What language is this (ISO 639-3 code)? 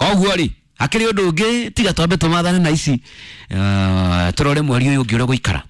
kik